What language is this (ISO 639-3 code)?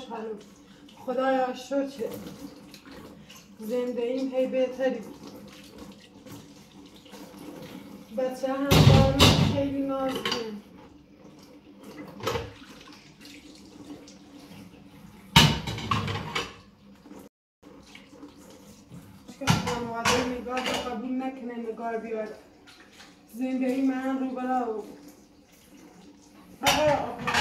fas